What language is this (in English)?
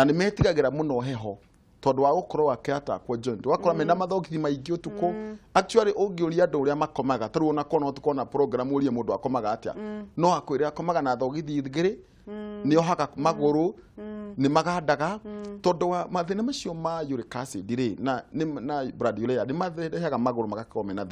Kikuyu